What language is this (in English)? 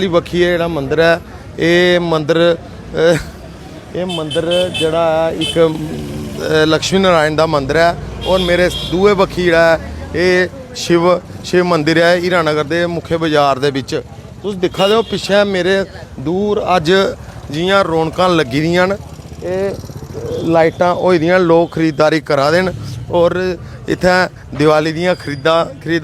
Dogri